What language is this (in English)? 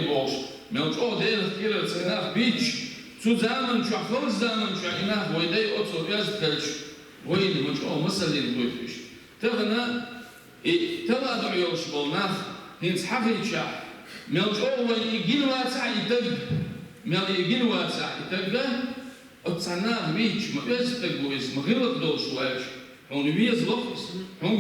Chechen